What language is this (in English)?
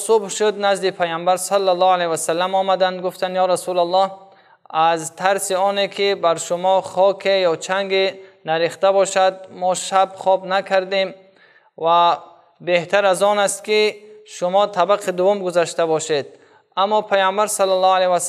Tajik